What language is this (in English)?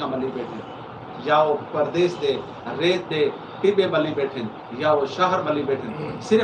Saraiki